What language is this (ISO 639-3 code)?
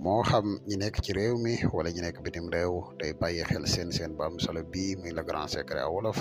wol